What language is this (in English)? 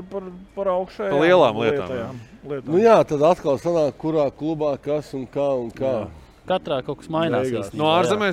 Latvian